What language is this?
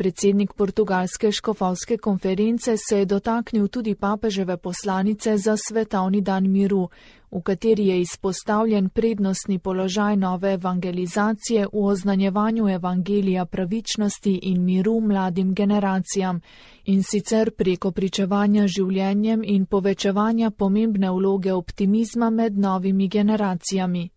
Slovenian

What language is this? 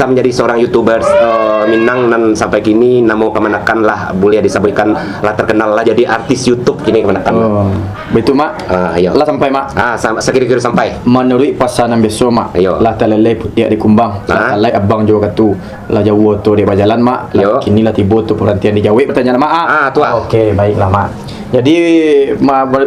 Minangkabau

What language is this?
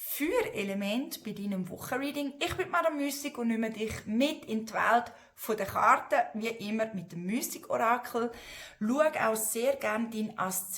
Swiss German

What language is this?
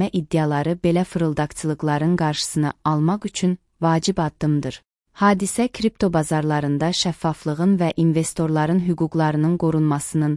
Azerbaijani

